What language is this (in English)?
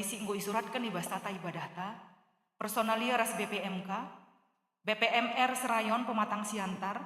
Batak Karo